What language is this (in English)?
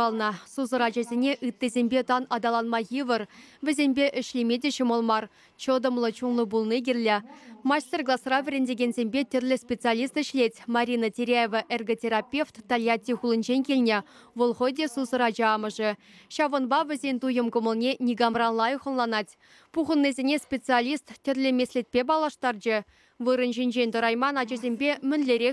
Chuvash